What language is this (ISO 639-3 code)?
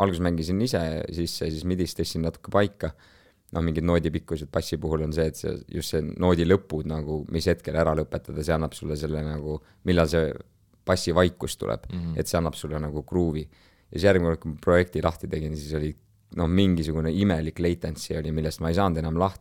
est